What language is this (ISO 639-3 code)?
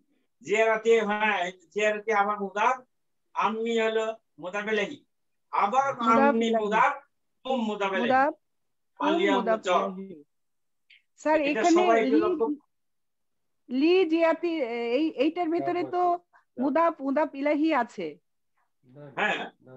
ben